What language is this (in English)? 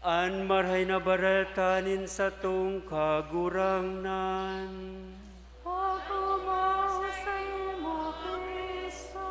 Bikol